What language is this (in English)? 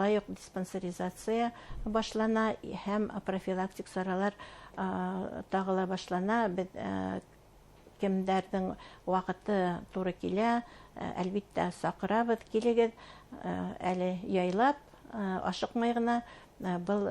Bashkir